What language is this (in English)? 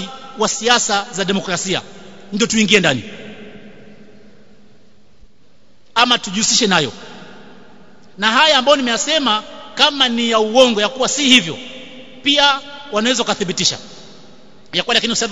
Swahili